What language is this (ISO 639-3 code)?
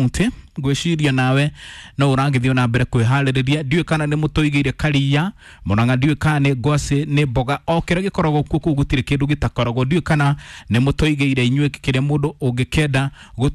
kik